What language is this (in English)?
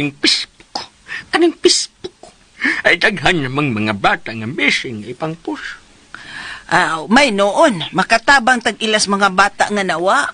Cebuano